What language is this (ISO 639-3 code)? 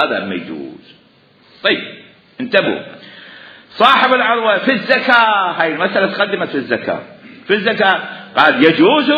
acm